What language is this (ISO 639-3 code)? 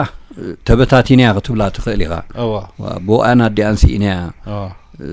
tir